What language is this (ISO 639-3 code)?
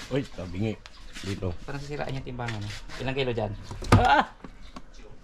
fil